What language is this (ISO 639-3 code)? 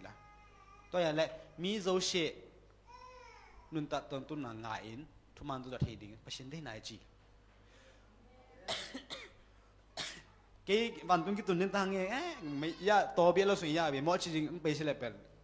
tha